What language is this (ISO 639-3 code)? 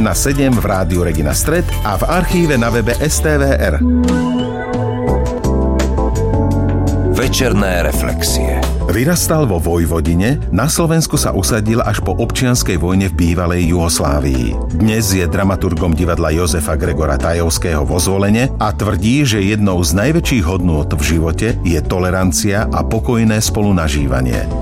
slk